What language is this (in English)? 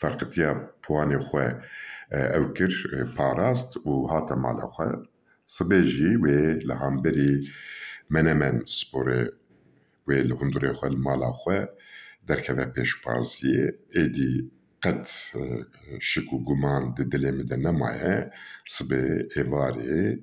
Kurdish